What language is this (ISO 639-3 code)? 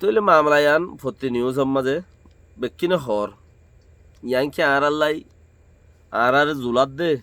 rhg